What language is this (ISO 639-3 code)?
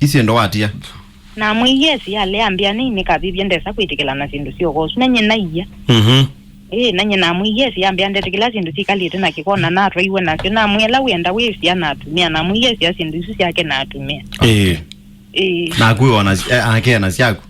kam